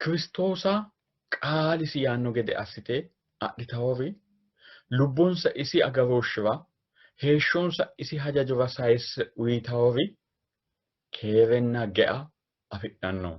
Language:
Sidamo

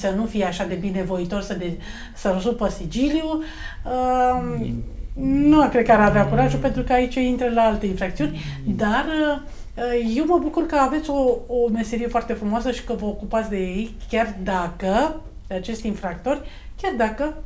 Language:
Romanian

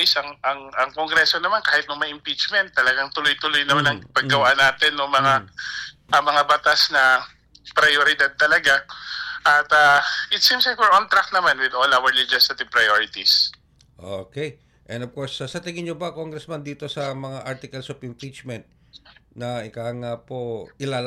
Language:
Filipino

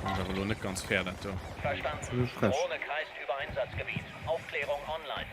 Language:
Luxembourgish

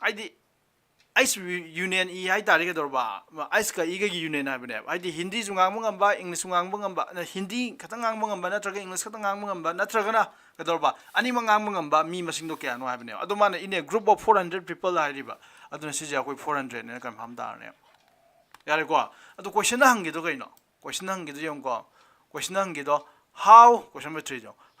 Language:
Manipuri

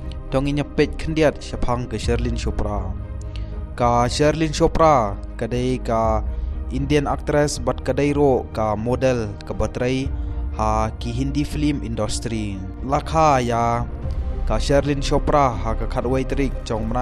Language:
Khasi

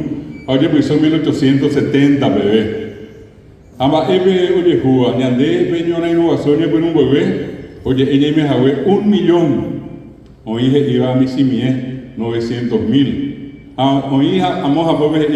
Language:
Guarani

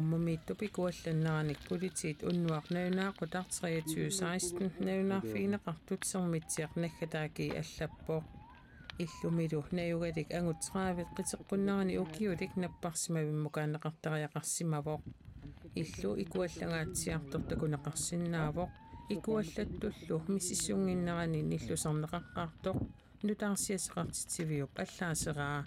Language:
Kalaallisut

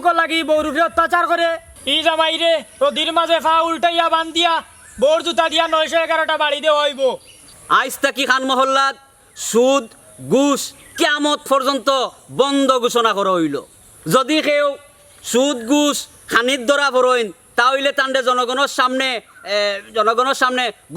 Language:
Sylheti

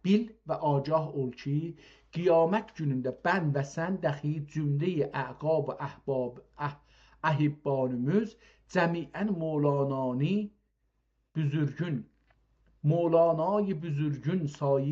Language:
South Azerbaijani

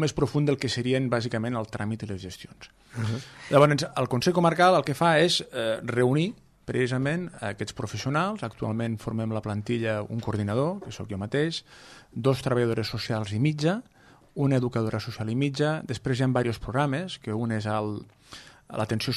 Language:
Catalan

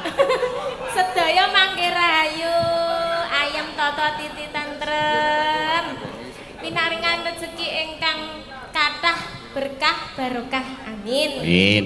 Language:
Javanese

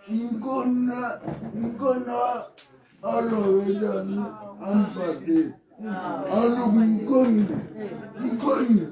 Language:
Tswana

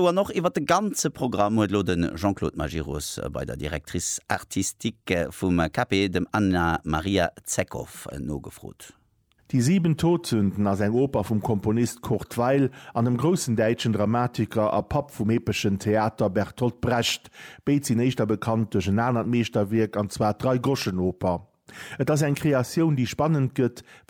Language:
Luxembourgish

